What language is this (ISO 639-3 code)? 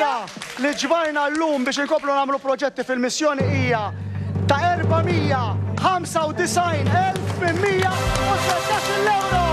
mlt